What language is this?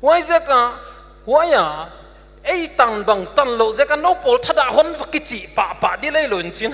Paite Chin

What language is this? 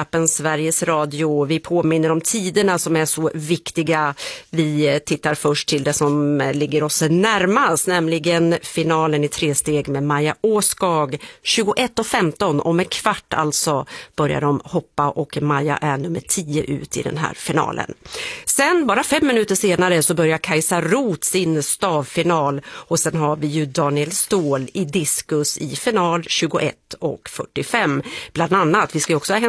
Swedish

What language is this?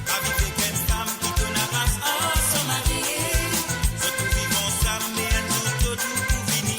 Morisyen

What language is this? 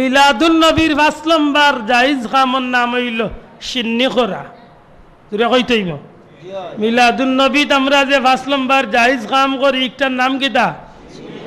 Sylheti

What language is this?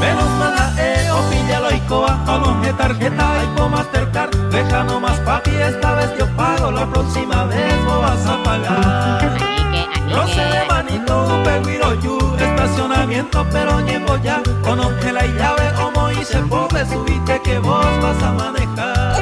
Guarani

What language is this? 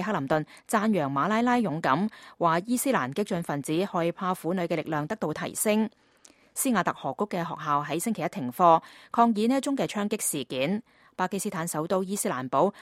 Cantonese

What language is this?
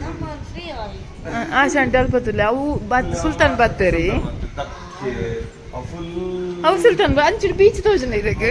Tulu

